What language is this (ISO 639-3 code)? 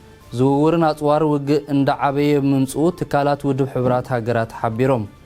tir